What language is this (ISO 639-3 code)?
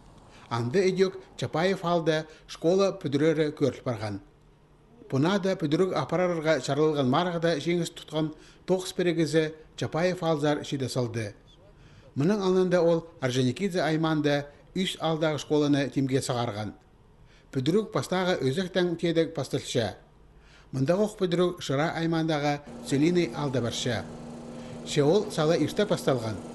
kjh